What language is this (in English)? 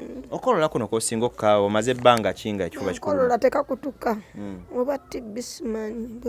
Ganda